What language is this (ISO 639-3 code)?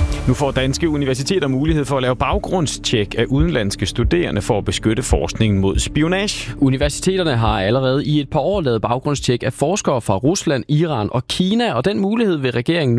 dan